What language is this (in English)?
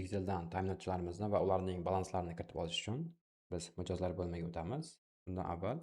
Uzbek